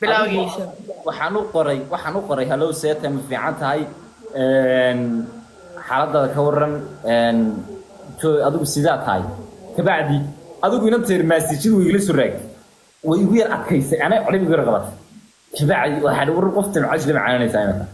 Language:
Somali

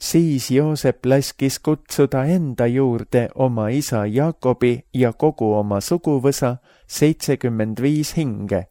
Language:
Estonian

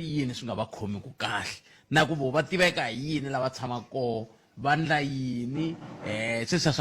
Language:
Tsonga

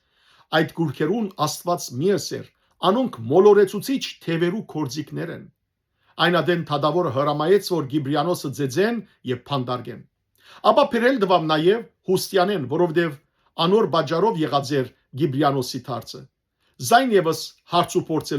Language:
Western Armenian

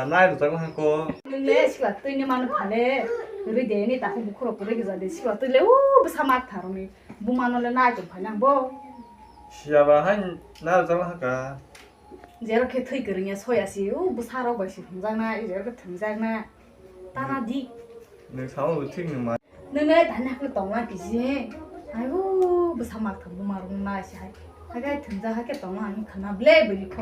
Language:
Kok Borok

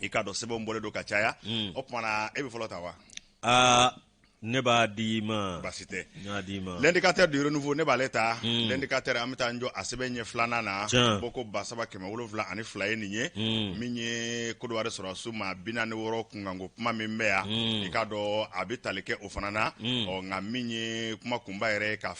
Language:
Bambara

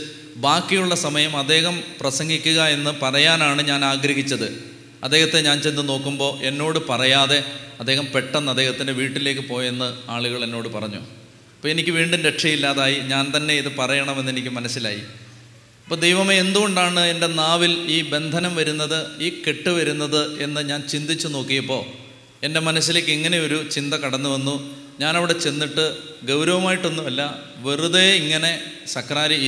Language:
Malayalam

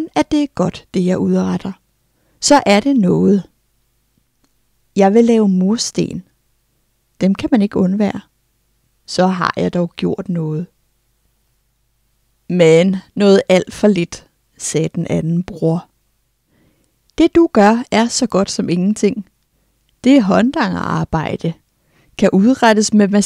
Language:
Danish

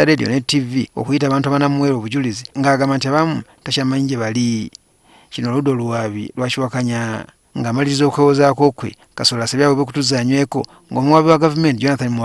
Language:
Ganda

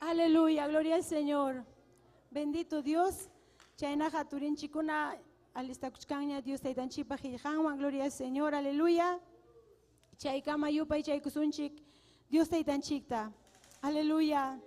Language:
Ayacucho Quechua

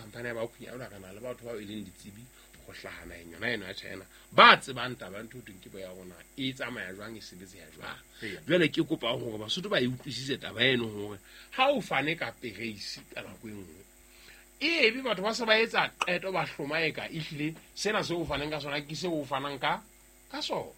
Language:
Southern Sotho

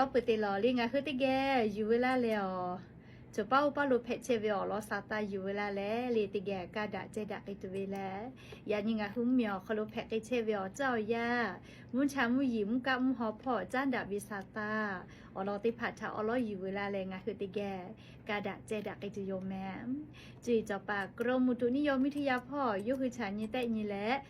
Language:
Lahu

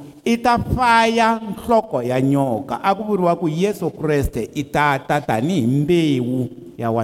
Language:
Tsonga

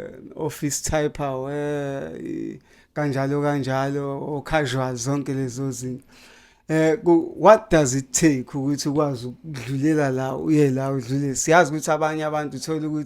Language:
Zulu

